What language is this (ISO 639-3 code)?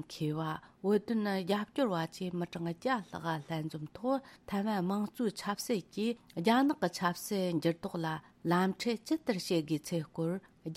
bod